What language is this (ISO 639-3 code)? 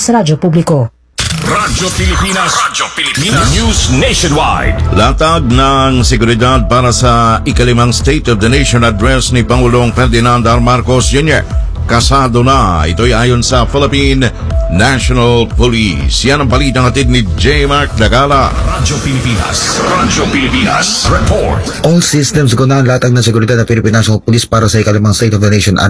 fil